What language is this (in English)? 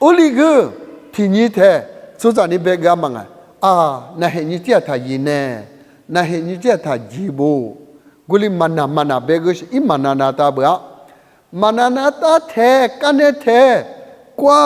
Lisu